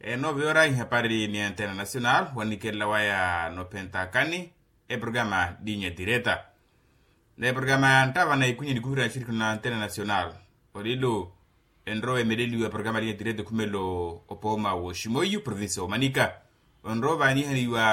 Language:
Makhuwa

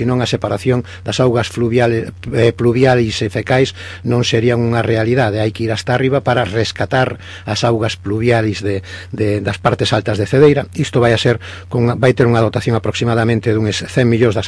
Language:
Galician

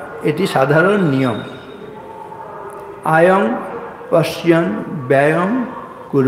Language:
Bangla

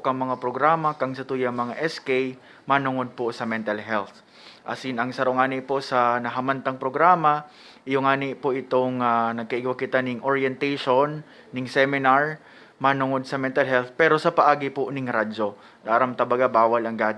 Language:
Bikol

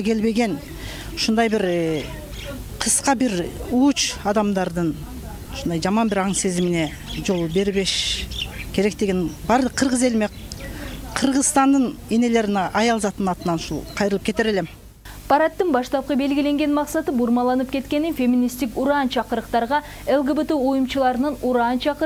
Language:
Kyrgyz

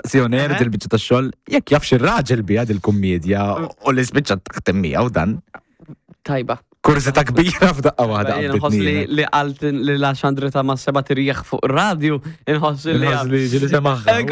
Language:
Maltese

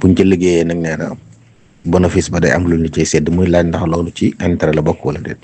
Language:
Wolof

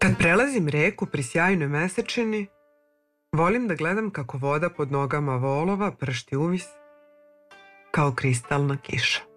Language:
Serbian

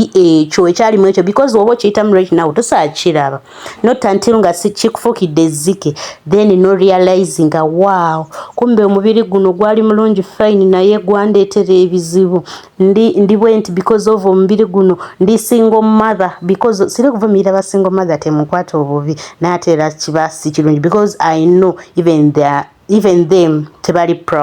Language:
Ganda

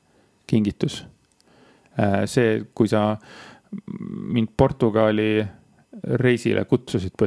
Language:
Estonian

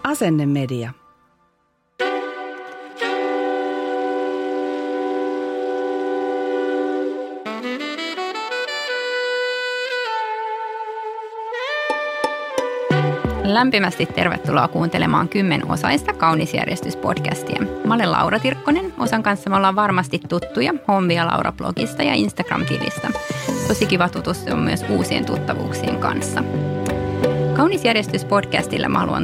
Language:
Finnish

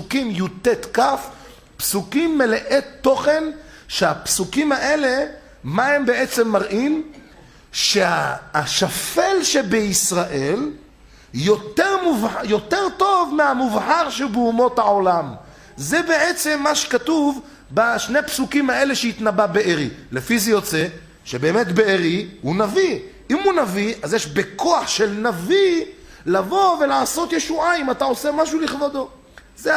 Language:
Hebrew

